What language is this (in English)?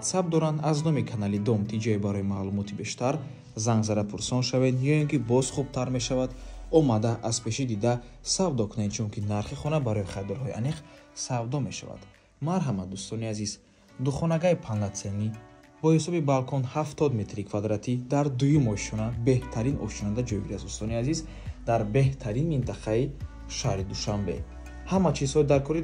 Tajik